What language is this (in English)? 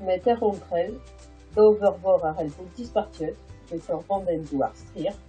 Breton